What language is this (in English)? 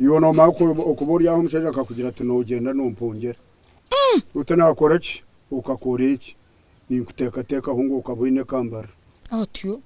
Nyankole